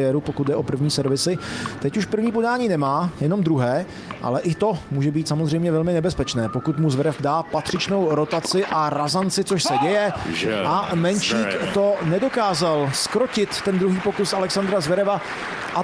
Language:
Czech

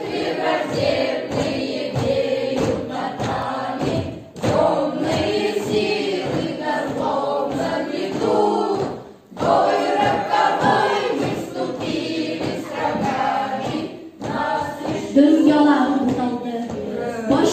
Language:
Bashkir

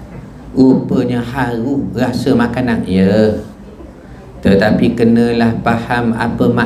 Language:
Malay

